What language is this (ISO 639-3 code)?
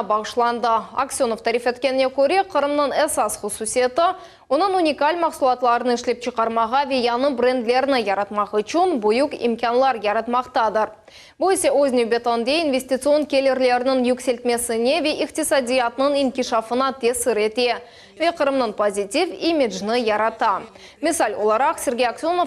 crh